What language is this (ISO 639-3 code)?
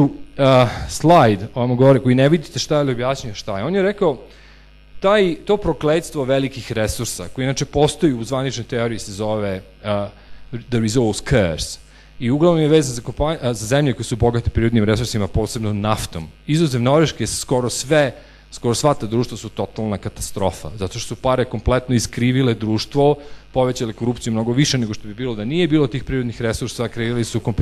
srp